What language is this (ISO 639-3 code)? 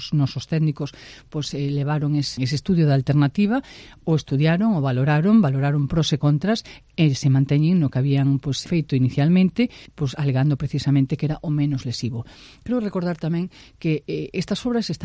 glg